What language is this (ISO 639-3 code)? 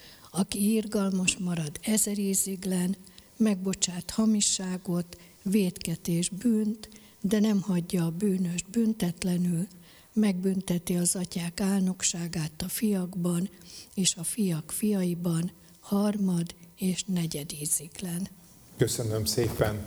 hun